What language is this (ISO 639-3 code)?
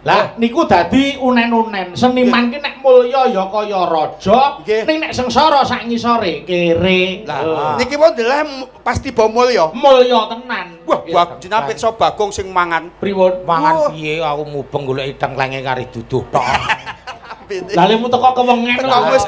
jav